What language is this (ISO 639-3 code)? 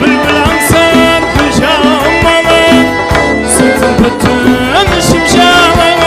kaa